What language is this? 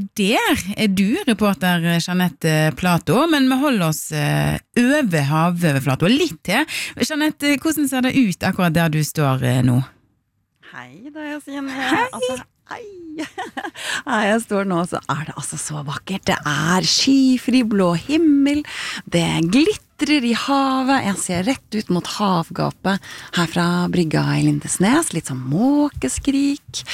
Norwegian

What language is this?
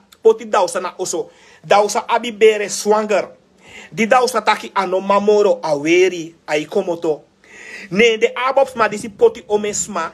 Sranan Tongo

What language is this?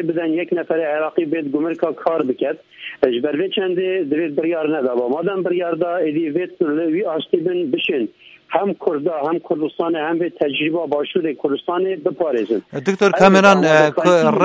Kurdish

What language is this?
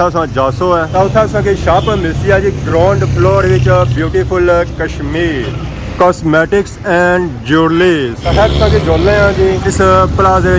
Pahari-Potwari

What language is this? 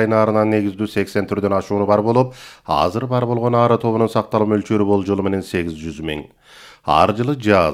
Kyrgyz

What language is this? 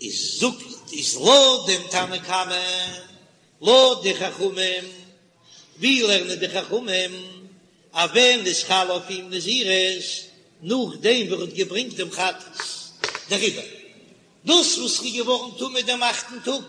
Yiddish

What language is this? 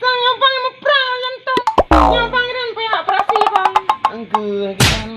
Achinese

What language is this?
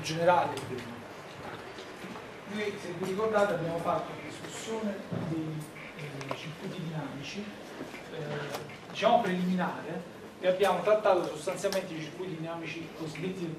Italian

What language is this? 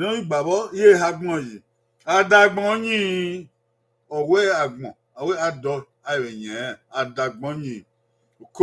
Bini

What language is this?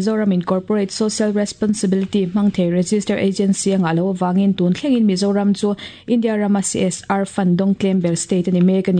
Mizo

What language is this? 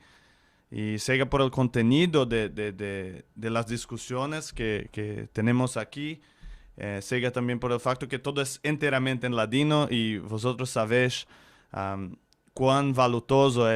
Ladino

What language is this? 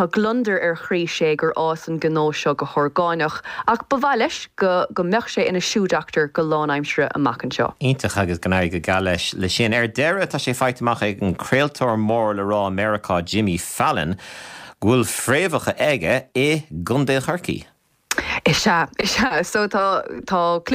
Irish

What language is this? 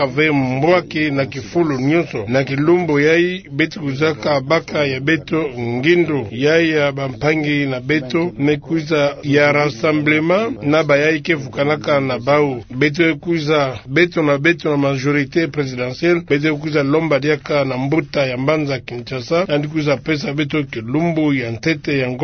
Kituba (Democratic Republic of Congo)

